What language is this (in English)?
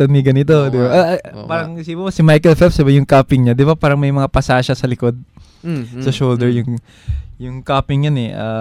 Filipino